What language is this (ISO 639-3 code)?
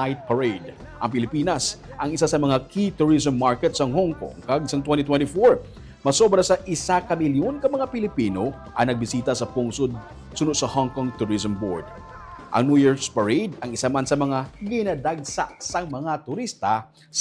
hil